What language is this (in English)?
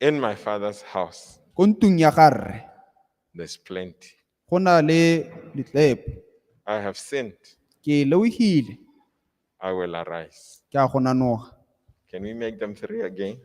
Tswana